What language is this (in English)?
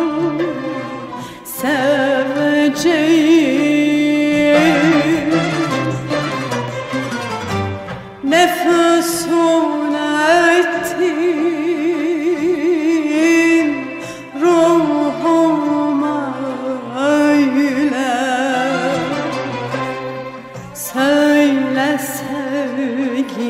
Turkish